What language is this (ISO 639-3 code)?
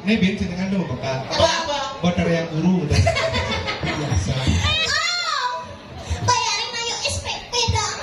ban